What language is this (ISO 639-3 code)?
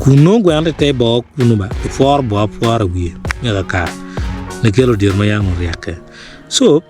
ach